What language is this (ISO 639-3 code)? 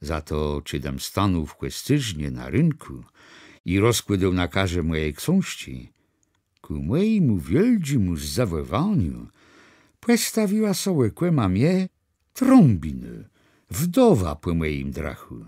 csb